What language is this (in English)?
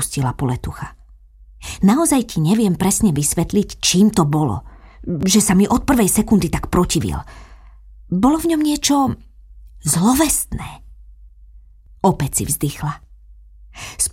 Slovak